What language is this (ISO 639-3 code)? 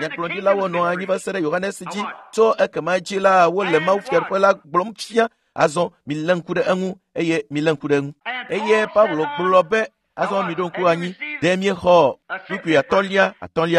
ewe